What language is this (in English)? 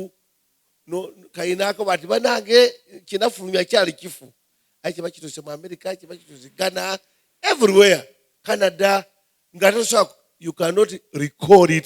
Soga